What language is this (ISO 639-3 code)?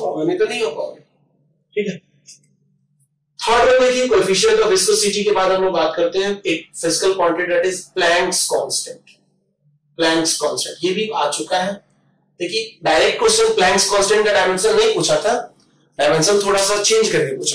hin